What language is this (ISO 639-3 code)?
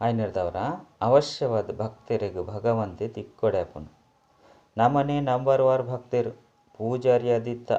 tcy